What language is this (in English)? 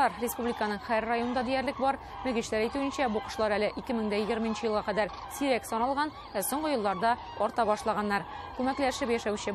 Tatar